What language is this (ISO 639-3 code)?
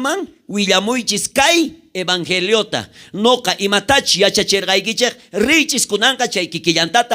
quh